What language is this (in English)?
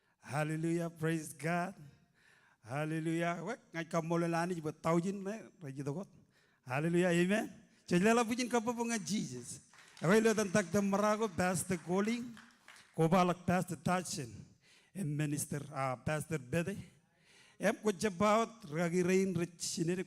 Marshallese